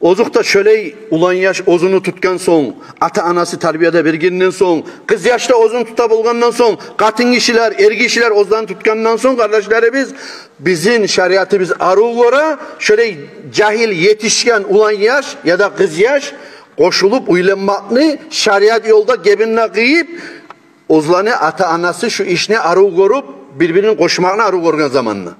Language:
Kumyk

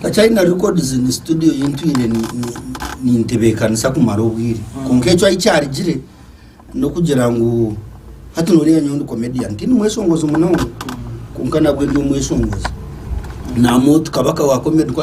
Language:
Nyankole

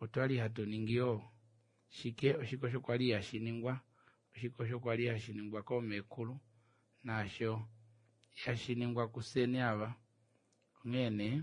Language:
Kuanyama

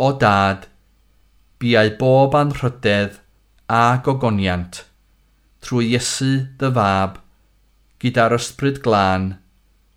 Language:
Welsh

